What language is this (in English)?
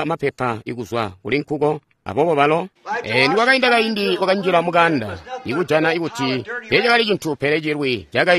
Tonga (Zambia)